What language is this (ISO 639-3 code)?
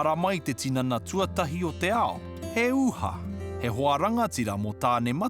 mri